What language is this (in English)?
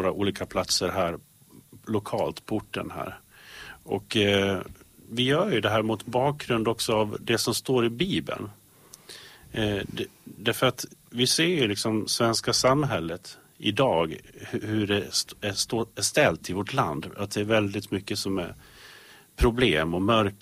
Swedish